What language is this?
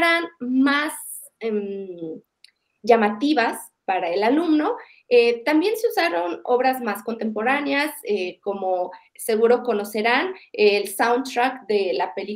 Spanish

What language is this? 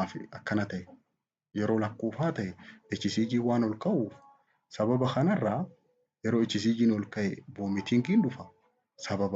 Oromo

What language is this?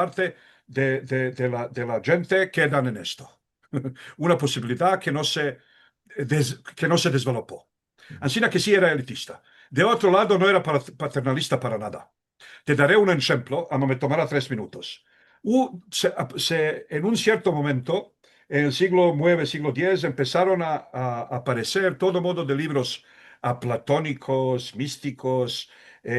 Ladino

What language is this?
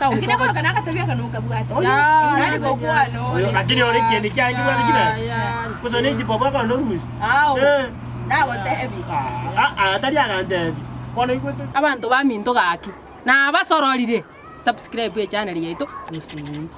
Gusii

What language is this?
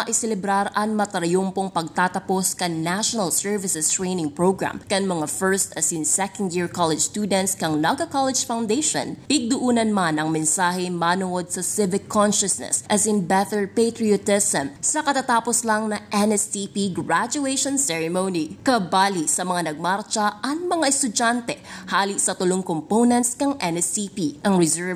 Bikol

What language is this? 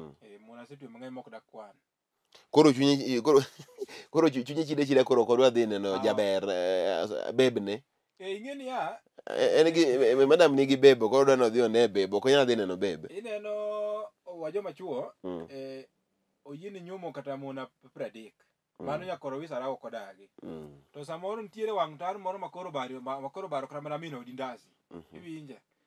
Luo (Kenya and Tanzania)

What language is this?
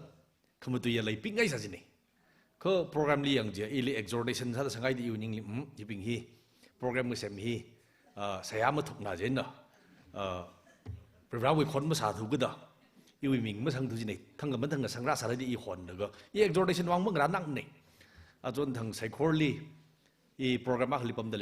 Tangkhul Naga (India)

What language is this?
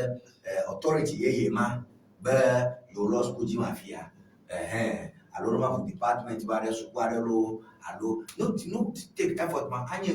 Ewe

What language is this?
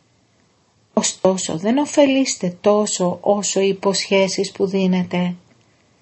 Greek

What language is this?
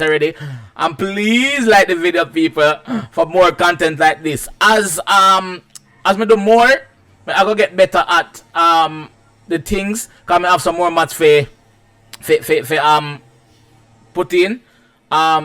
Jamaican Creole English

